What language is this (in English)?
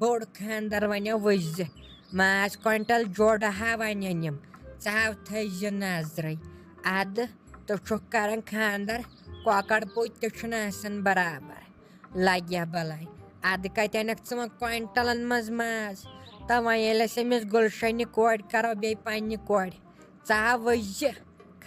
Kashmiri